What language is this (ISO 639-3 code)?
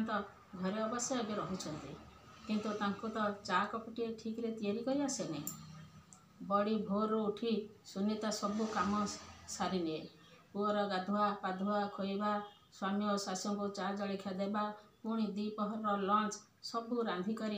ori